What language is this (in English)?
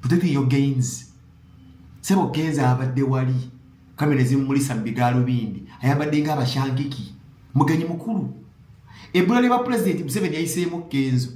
Ganda